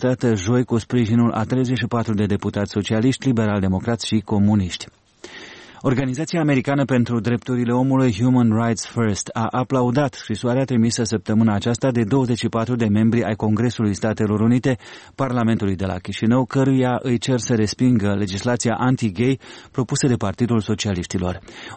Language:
Romanian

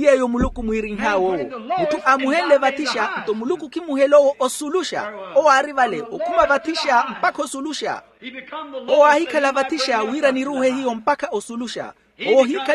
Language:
Makhuwa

